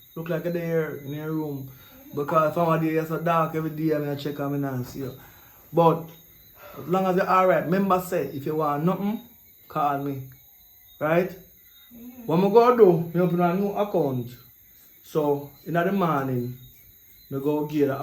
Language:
Jamaican Creole English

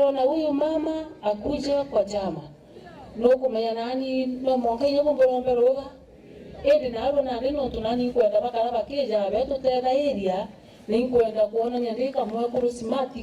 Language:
Meru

